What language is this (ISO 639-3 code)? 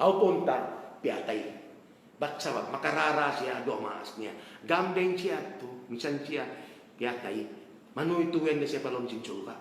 tsg